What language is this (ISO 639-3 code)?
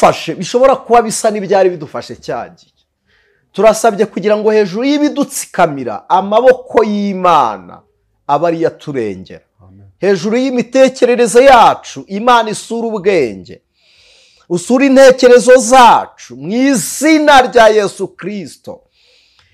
kin